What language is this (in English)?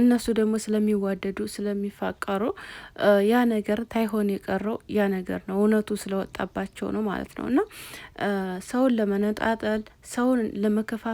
Amharic